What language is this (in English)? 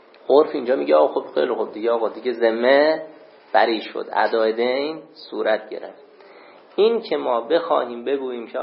Persian